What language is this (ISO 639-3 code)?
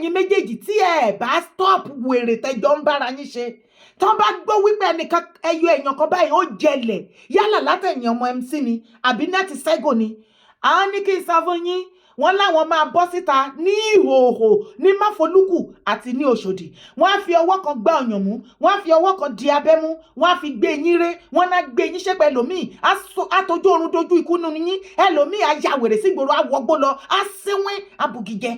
yor